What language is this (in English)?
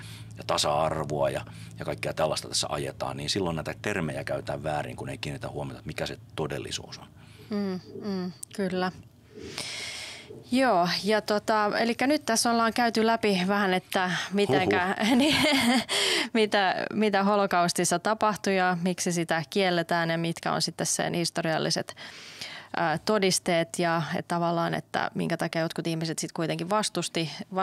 Finnish